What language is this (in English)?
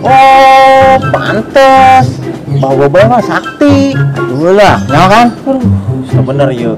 Sundanese